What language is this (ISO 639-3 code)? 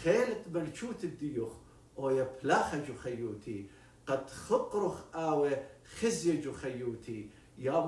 aii